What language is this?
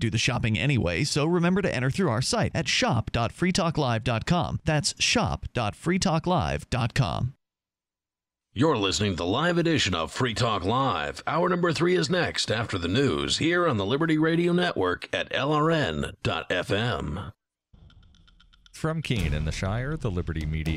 English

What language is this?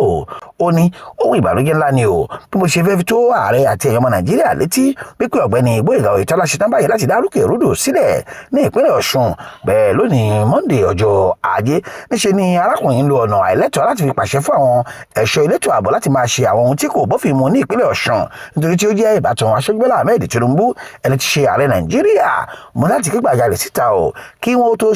Yoruba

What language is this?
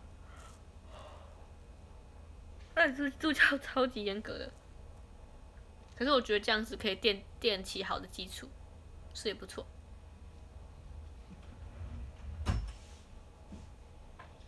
Chinese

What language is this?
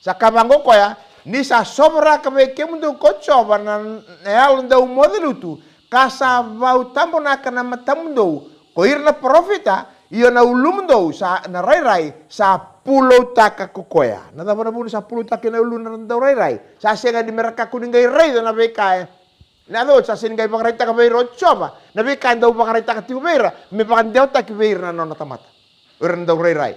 Fijian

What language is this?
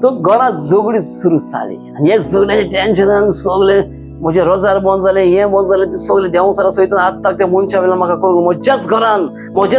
Konkani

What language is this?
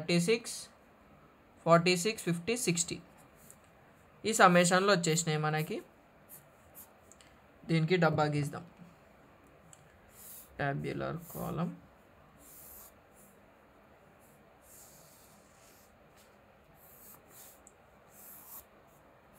Telugu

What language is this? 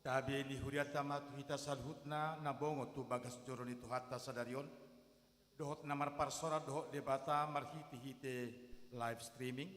Batak Toba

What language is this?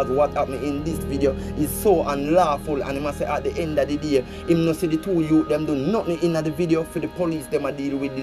Jamaican Creole English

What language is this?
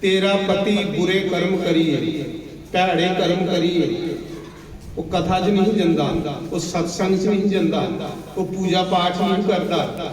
Dogri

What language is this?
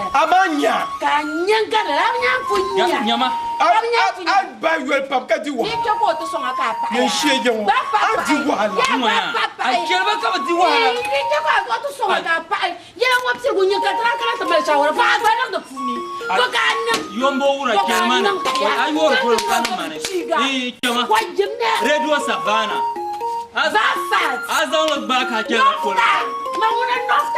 Dagbani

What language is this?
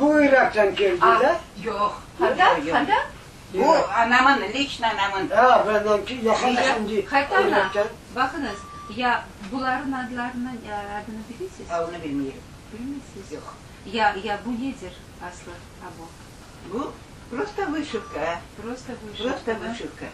Crimean Tatar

